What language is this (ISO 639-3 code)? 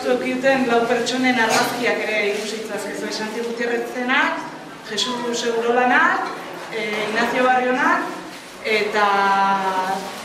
eus